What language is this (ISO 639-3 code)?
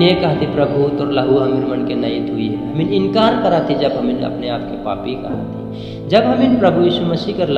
sck